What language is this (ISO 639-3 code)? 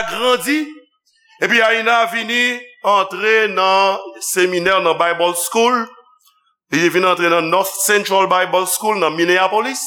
hat